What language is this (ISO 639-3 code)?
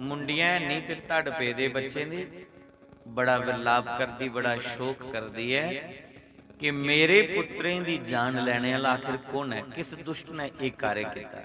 doi